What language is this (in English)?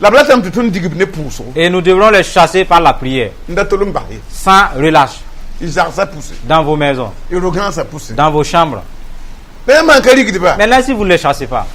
Mossi